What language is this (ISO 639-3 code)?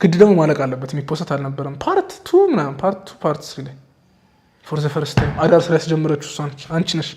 amh